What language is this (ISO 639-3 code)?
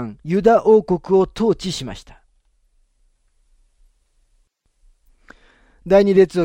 jpn